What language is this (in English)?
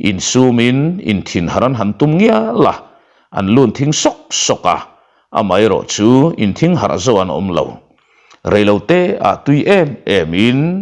Mizo